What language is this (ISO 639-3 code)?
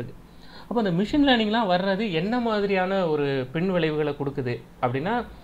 tam